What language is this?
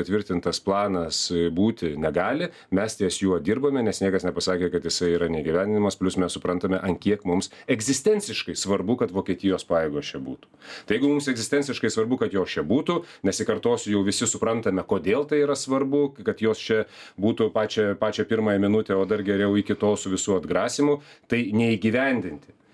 Lithuanian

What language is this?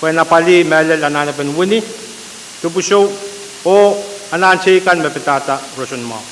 Pohnpeian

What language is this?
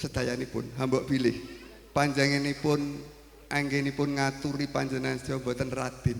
Javanese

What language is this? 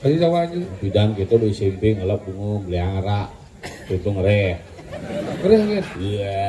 Balinese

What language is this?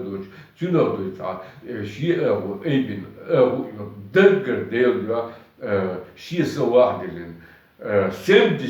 Chechen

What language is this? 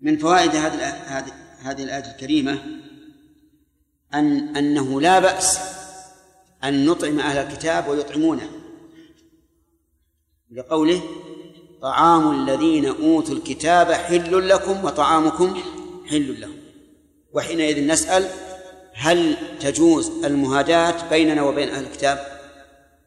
Arabic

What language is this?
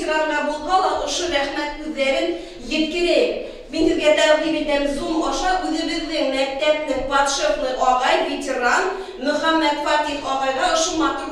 Bashkir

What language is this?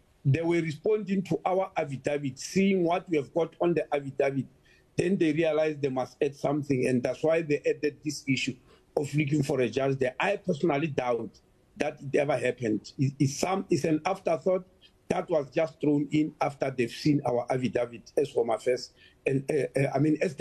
English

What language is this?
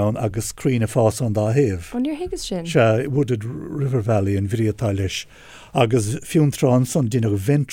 Irish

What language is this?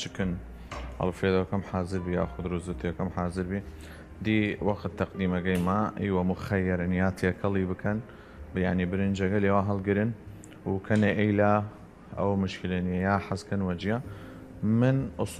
Southern Kurdish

